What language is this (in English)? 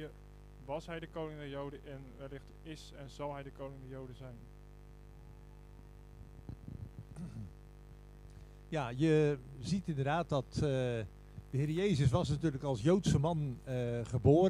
Dutch